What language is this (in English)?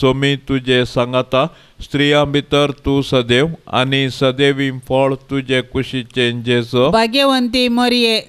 Konkani